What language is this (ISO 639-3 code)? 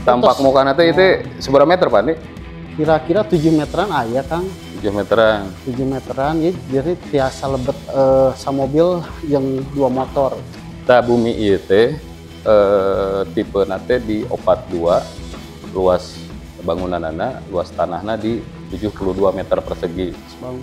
sun